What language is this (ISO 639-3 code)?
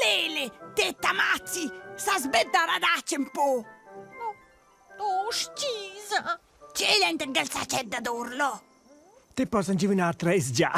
roh